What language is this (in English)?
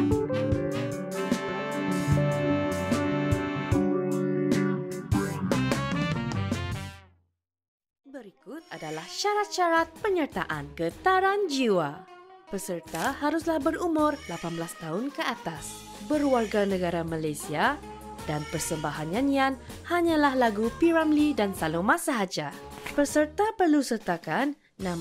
Malay